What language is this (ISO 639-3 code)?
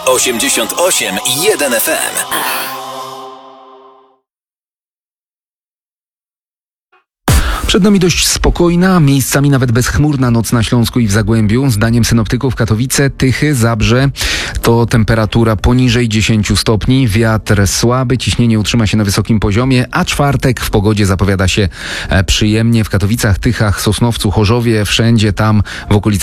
pol